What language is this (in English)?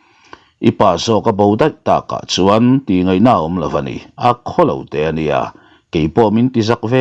Mizo